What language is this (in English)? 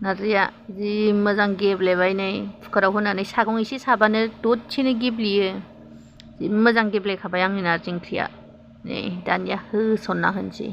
Bodo